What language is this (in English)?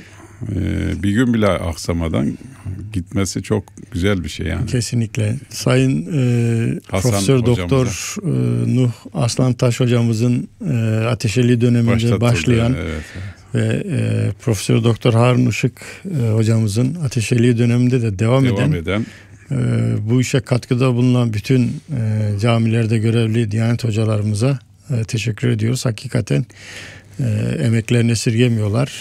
Turkish